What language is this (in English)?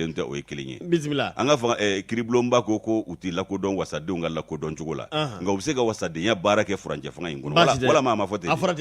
Bambara